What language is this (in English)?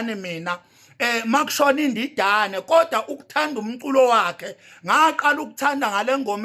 Zulu